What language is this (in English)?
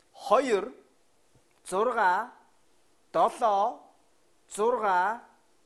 Mongolian